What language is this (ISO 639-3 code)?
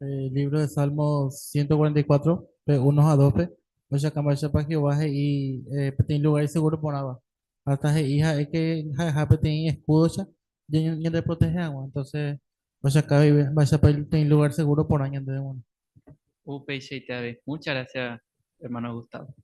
grn